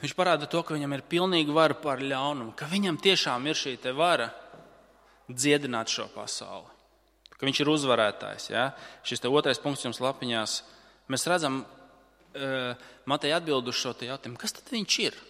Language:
Latvian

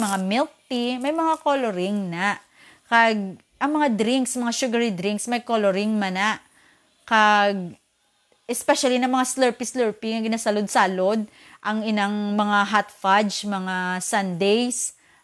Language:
Hiligaynon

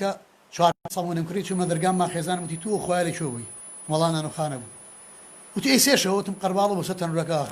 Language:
Central Kurdish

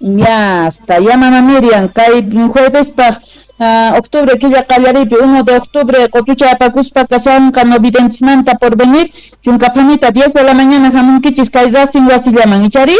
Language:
Quechua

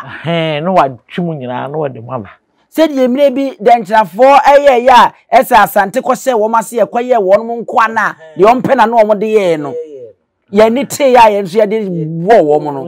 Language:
Akan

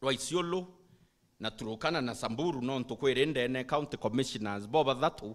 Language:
Meru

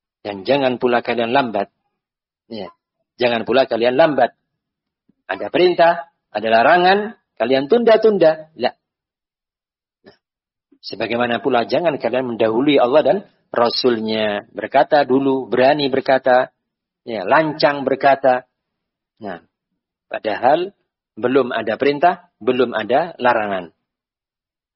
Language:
Indonesian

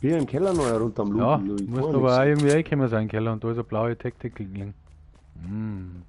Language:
Bavarian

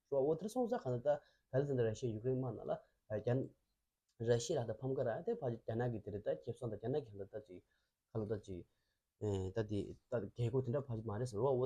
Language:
Tibetan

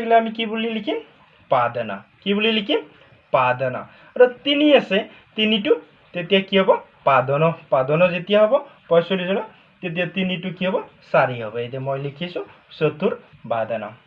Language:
Assamese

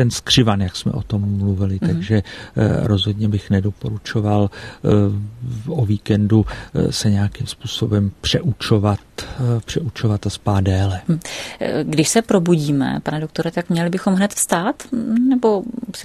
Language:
Czech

